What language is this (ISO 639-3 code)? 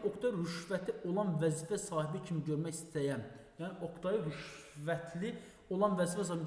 aze